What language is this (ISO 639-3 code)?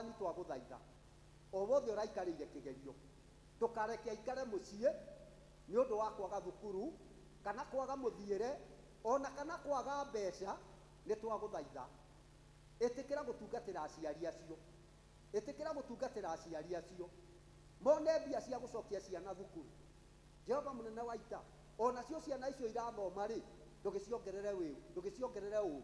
kik